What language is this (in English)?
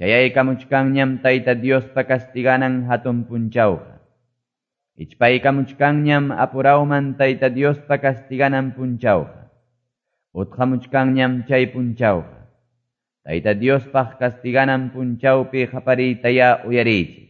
Quechua